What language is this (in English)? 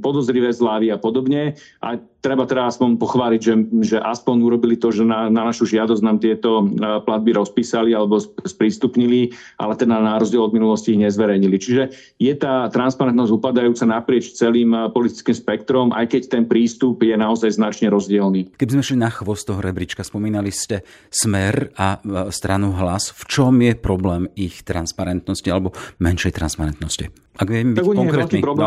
Slovak